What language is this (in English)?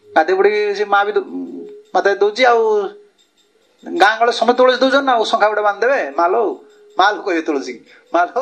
Odia